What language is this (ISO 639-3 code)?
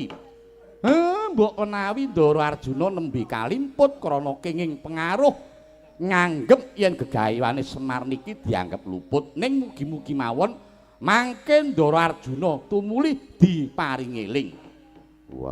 jav